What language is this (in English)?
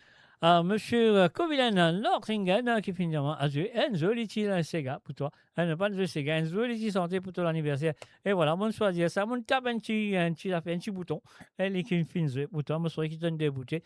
Morisyen